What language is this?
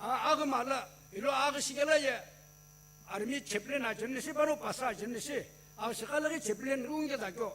Sumi Naga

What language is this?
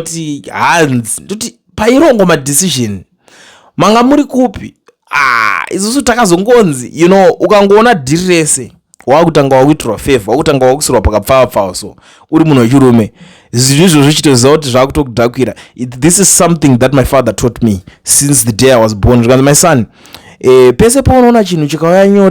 Shona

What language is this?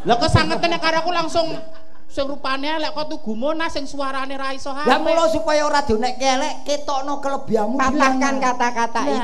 Javanese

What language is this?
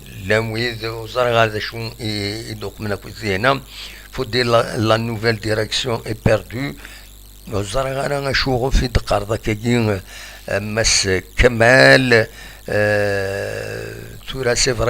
Kabyle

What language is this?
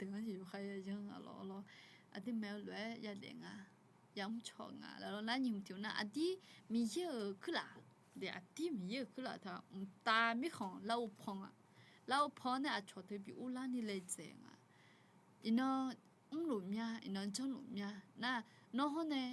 Akha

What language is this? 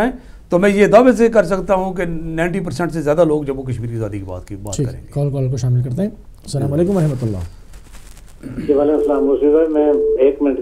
Urdu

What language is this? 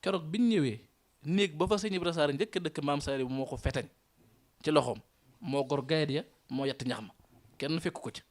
Wolof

